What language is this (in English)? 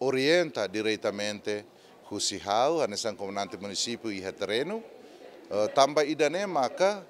Tetum